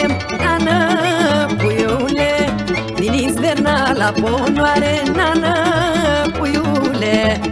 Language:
Romanian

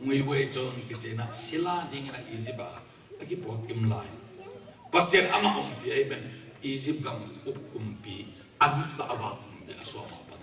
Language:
Tedim Chin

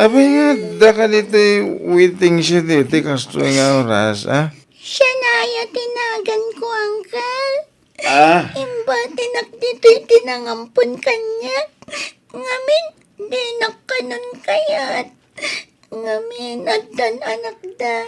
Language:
Iloko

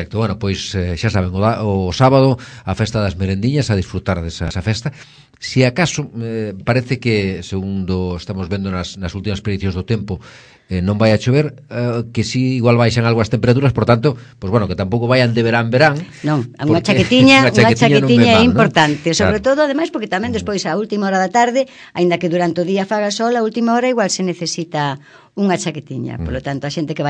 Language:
Galician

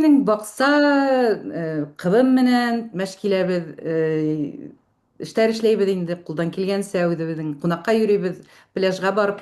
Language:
Bashkir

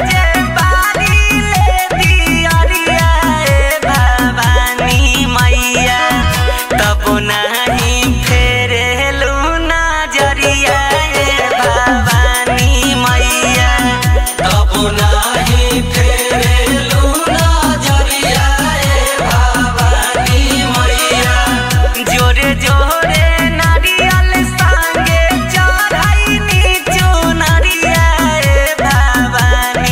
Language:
Bhojpuri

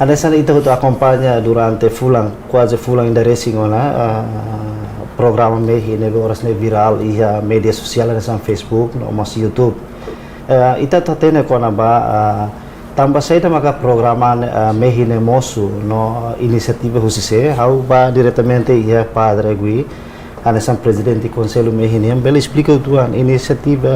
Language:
Tetum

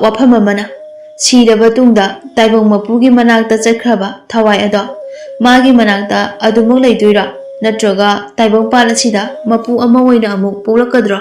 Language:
Manipuri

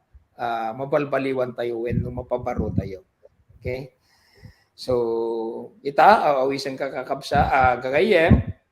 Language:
Iloko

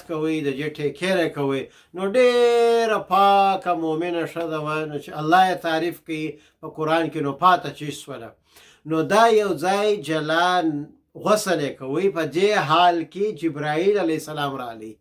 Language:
Pashto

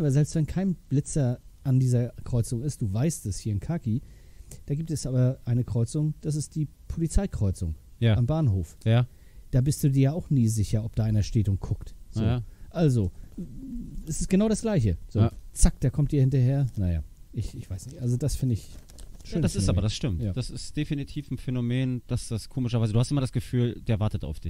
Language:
German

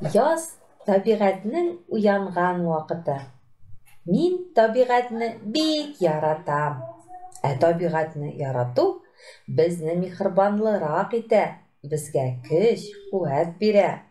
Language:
Tatar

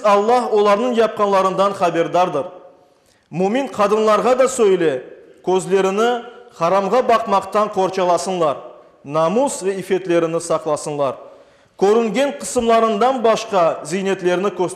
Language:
Crimean Tatar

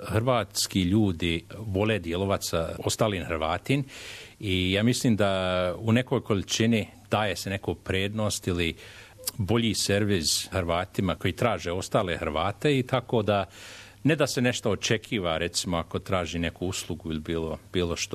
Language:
Croatian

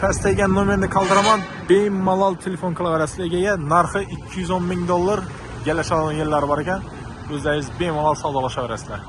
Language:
Uzbek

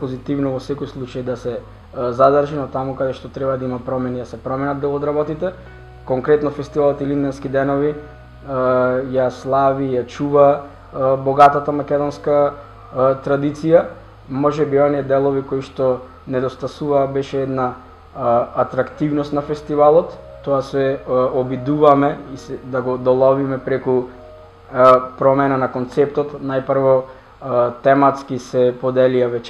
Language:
Macedonian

